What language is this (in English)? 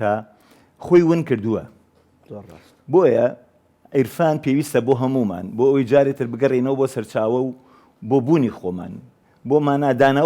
Central Kurdish